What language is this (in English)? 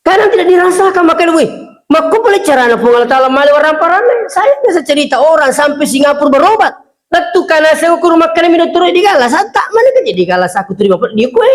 Buginese